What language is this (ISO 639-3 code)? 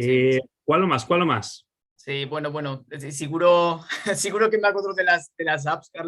lad